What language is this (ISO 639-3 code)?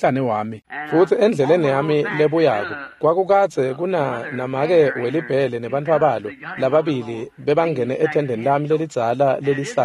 ssw